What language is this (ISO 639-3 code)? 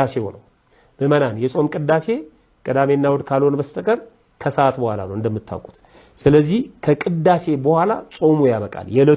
amh